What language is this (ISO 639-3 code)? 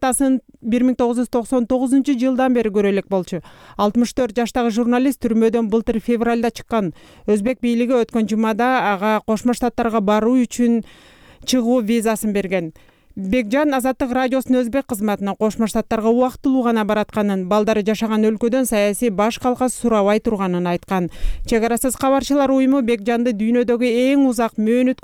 kir